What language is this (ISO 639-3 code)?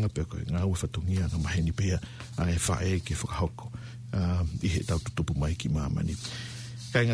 ton